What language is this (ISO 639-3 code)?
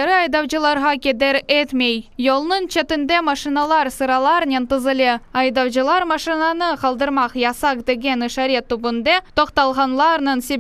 crh